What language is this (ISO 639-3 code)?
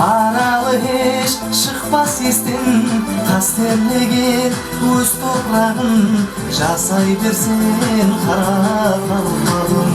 kaa